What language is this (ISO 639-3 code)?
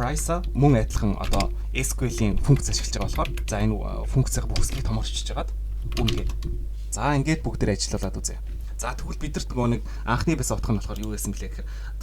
mon